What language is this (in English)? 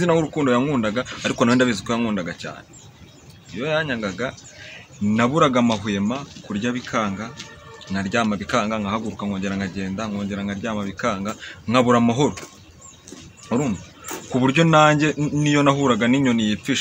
Kinyarwanda